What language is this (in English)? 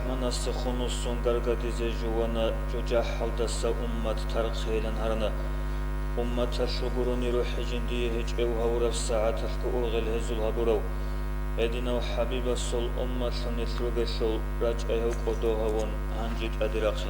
Avaric